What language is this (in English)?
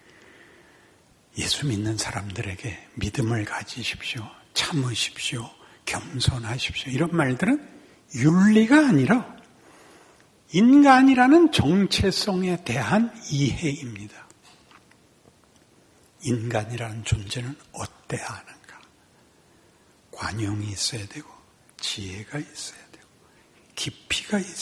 Korean